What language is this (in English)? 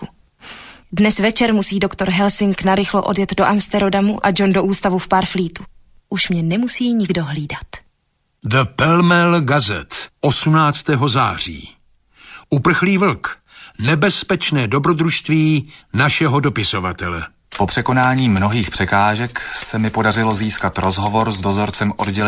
Czech